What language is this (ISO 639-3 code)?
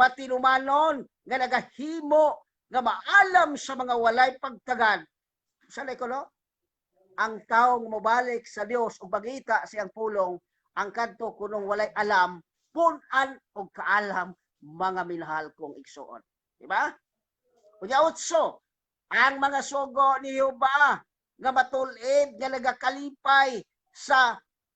ceb